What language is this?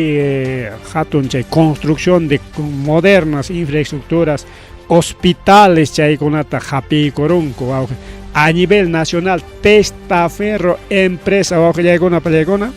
Ayacucho Quechua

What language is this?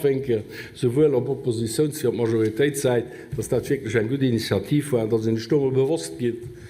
Luxembourgish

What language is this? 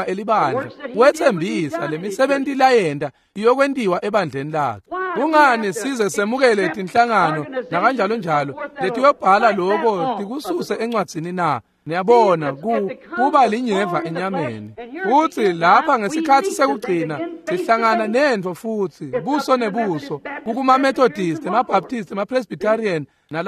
Swati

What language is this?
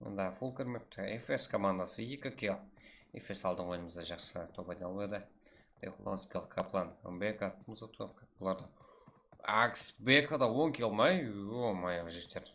Kara-Kalpak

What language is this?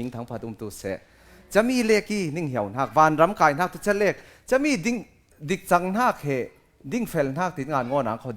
Falam Chin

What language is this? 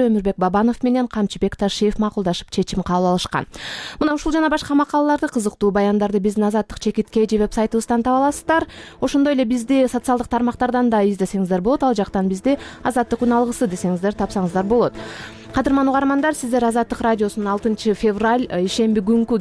Kyrgyz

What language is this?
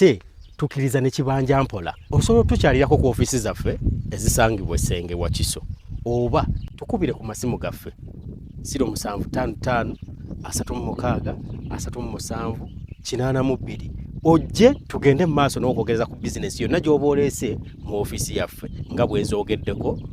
Ganda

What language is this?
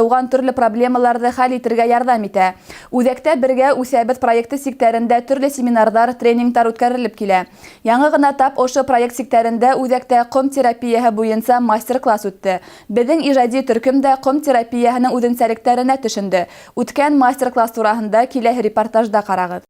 Bashkir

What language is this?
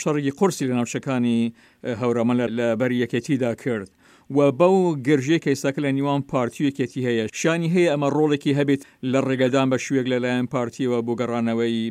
Central Kurdish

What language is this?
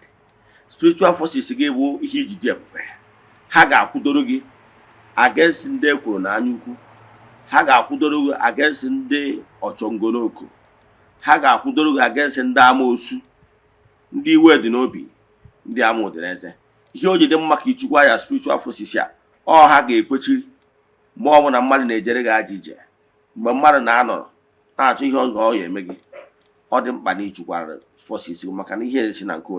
Igbo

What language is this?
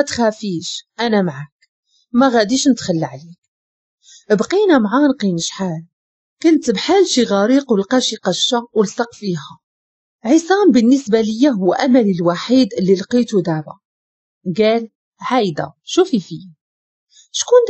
Moroccan Arabic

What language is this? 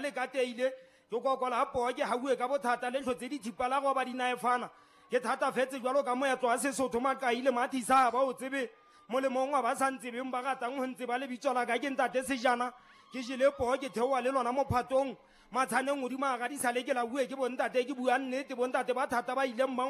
Southern Sotho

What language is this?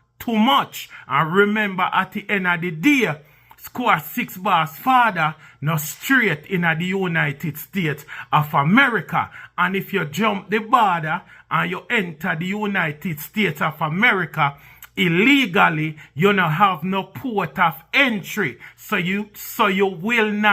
Jamaican Creole English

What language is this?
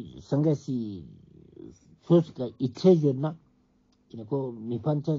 Ladakhi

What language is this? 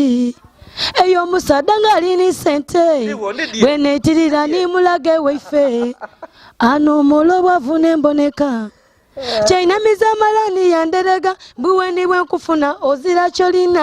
Soga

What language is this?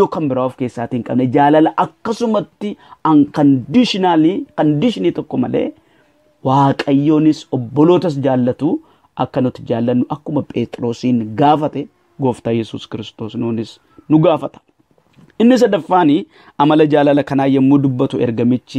Oromo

